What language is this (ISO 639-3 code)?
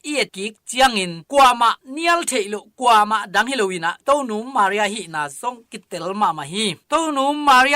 ctd